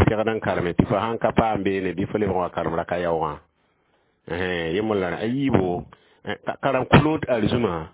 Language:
Mossi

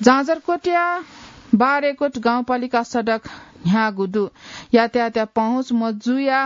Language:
Newari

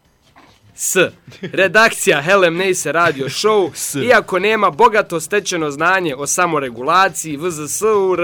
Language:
Bosnian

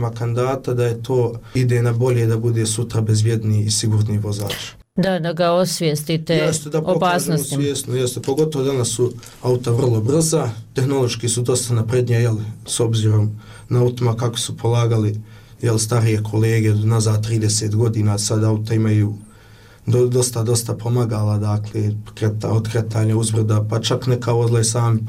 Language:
Bosnian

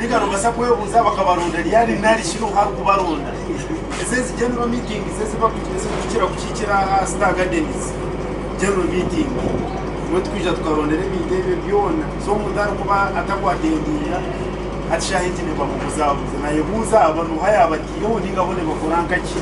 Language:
Nyankole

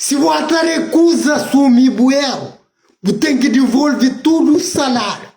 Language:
Kabuverdianu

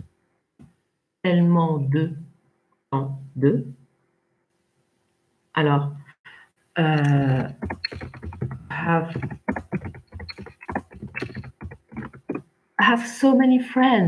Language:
French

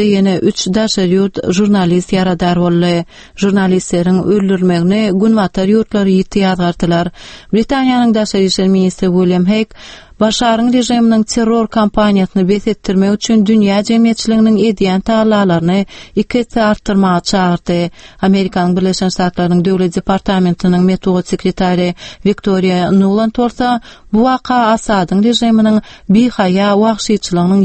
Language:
Turkmen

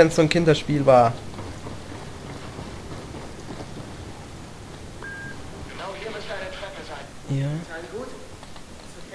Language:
German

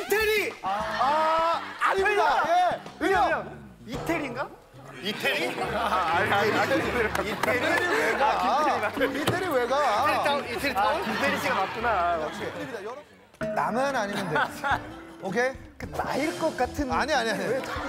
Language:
Korean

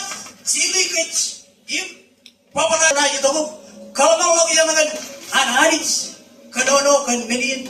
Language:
Marshallese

